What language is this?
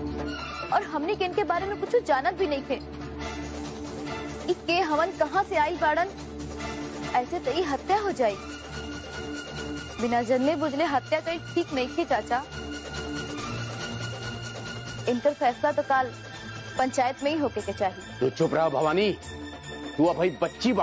Bhojpuri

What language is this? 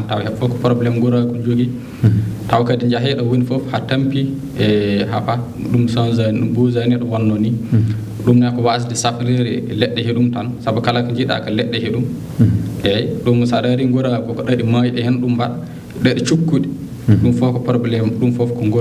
Fula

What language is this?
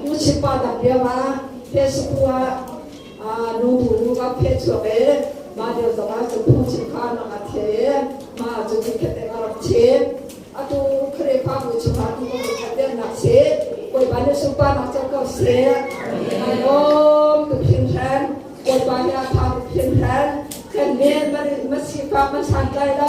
Hakha Chin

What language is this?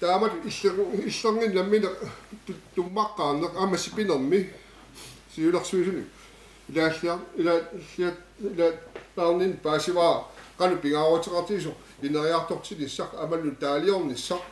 Kalaallisut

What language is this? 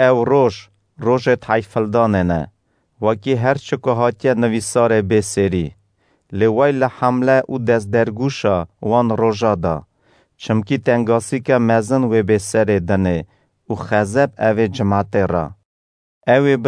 Kurdish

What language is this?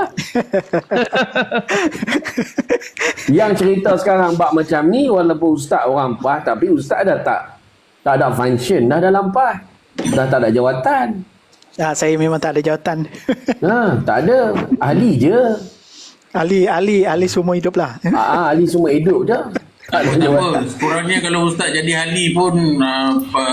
Malay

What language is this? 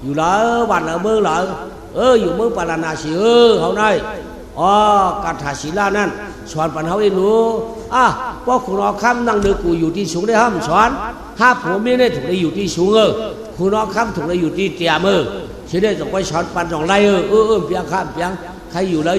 Shan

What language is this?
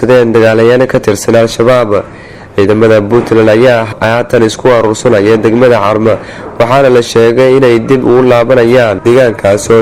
Somali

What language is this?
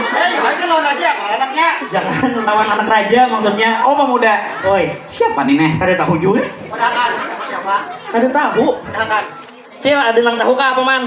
Banjar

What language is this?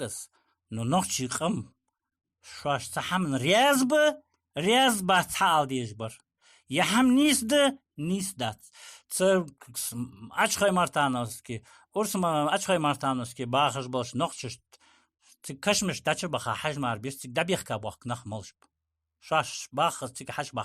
Ingush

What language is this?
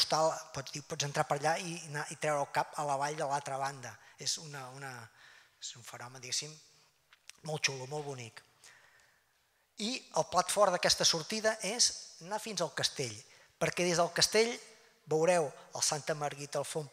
Catalan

